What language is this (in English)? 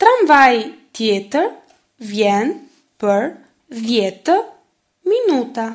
Albanian